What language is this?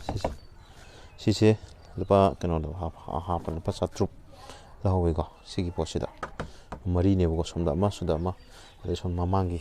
Manipuri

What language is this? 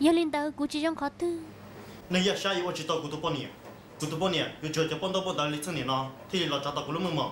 Hmong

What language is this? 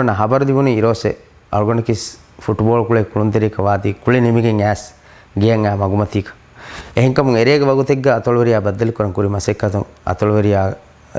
Divehi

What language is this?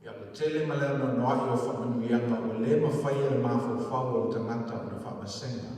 Samoan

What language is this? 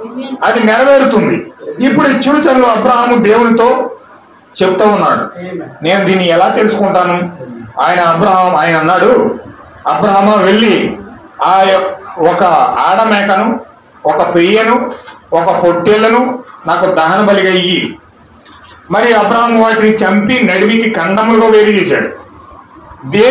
Telugu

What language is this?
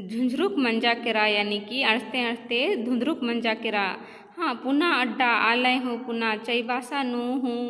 Kurukh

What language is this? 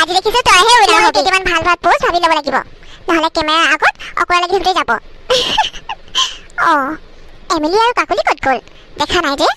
Assamese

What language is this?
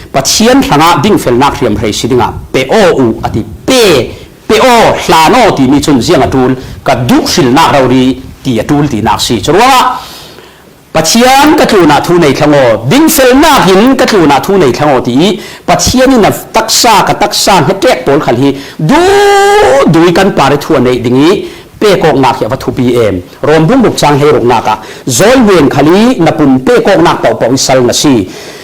Falam Chin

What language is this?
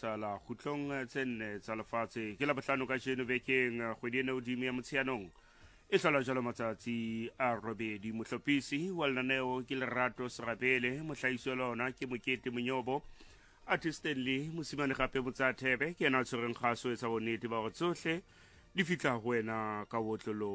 Southern Sotho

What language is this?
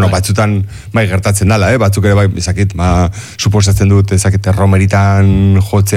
Basque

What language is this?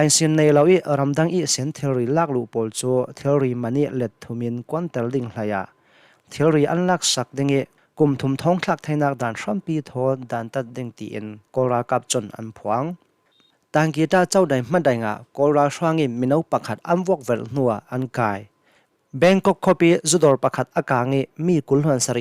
Hakha Chin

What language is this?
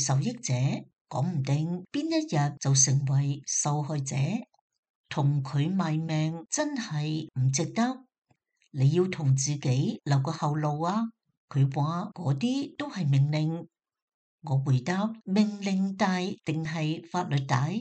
Cantonese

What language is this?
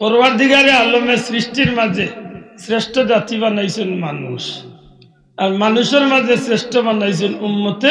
Sylheti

